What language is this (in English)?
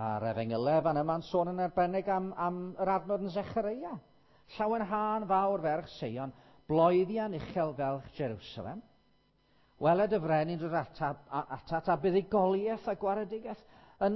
Welsh